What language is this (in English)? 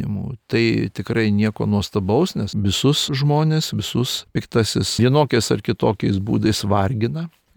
Lithuanian